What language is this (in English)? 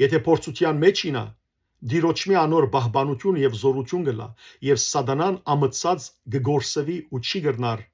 Western Armenian